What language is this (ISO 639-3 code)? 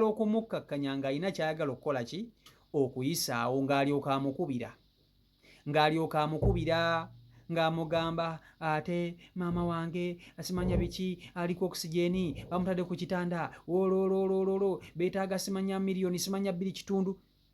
lug